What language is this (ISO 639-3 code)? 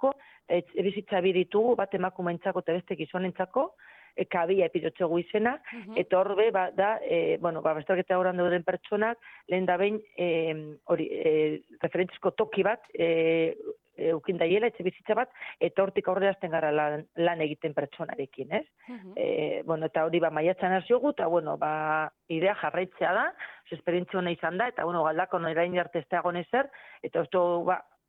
eus